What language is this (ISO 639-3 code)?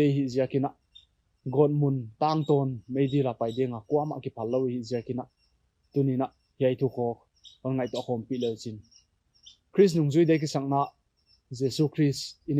pck